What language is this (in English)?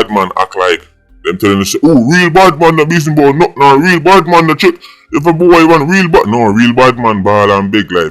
Jamaican Creole English